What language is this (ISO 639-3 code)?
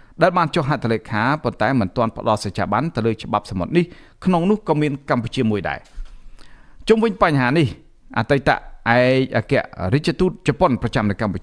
khm